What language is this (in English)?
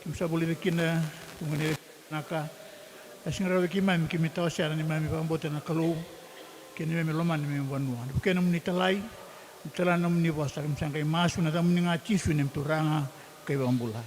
Fijian